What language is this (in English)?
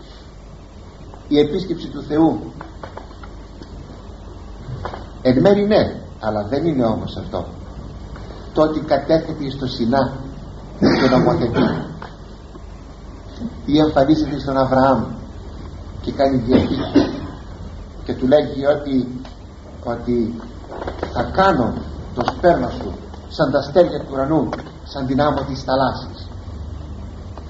Greek